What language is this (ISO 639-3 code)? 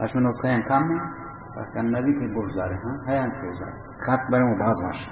bal